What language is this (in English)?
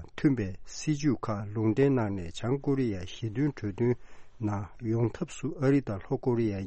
Tibetan